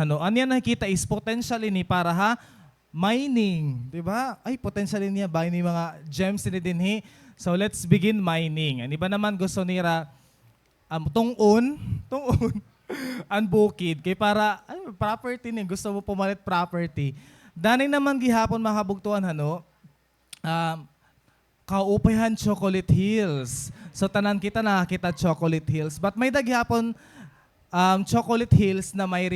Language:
Waray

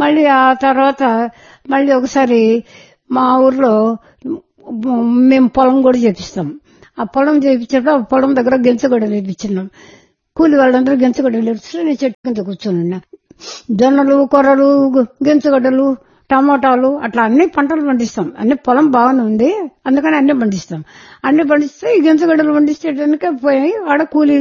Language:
Telugu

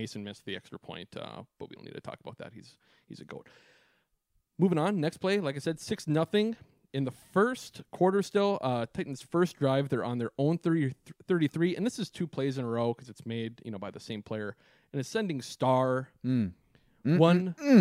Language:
English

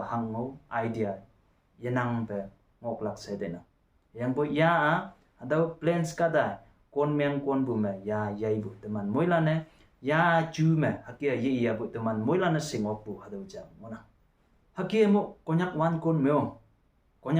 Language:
Konyak Naga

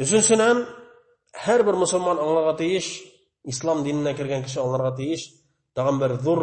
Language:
Bashkir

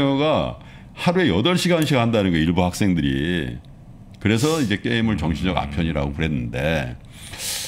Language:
Korean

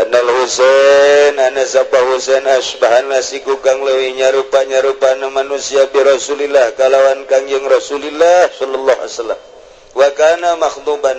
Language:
Sundanese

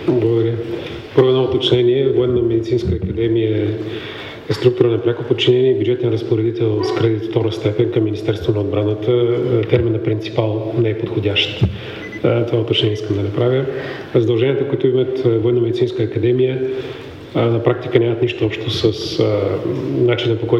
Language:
Bulgarian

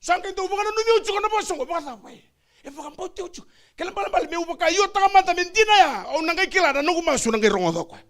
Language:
Fijian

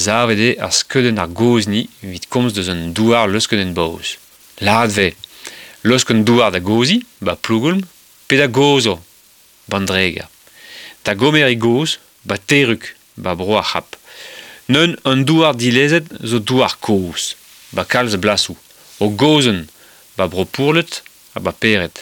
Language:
Breton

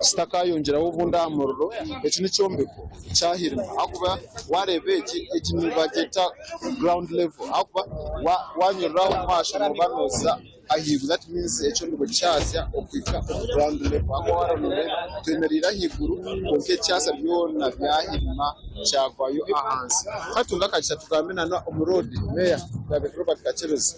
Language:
Nyankole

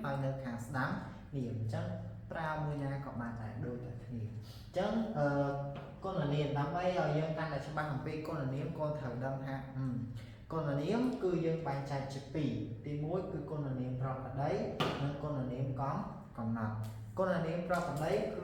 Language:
Khmer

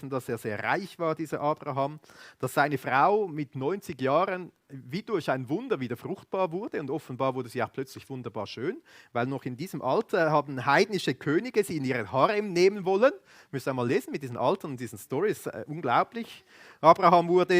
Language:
Swiss German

